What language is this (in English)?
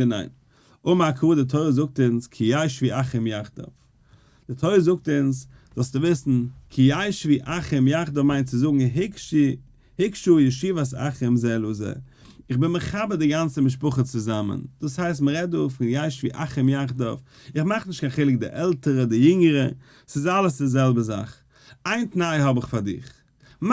Yiddish